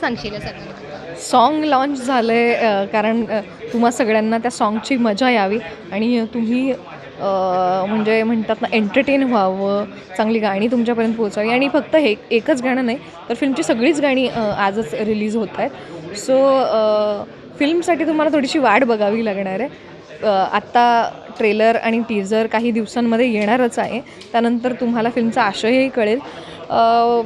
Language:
Marathi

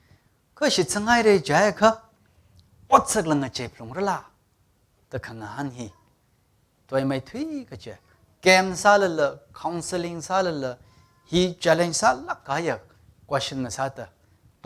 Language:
Tangkhul Naga (India)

